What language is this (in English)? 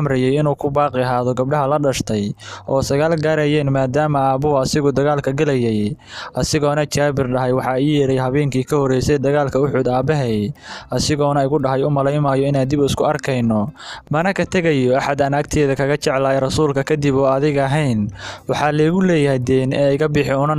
Somali